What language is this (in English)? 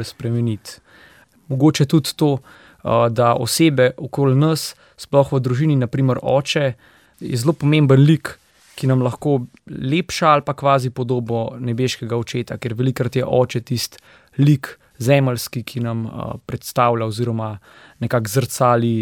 Slovenian